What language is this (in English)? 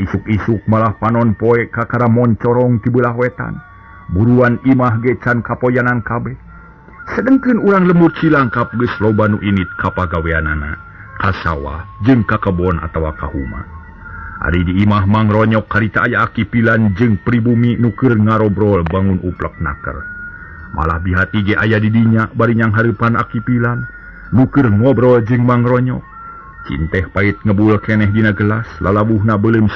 Sundanese